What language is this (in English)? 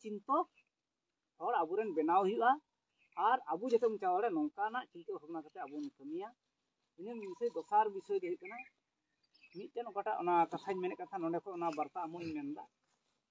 Santali